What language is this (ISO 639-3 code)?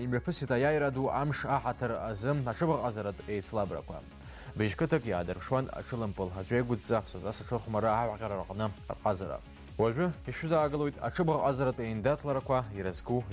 abk